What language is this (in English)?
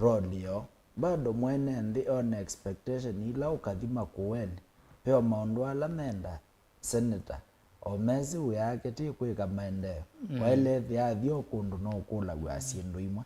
Kamba